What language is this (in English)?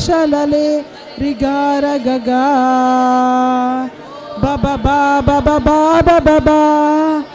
Tem